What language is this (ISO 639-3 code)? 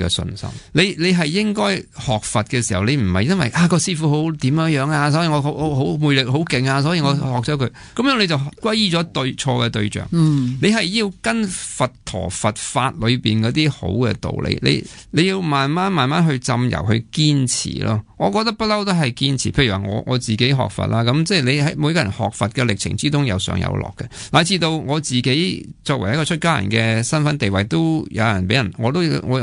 yue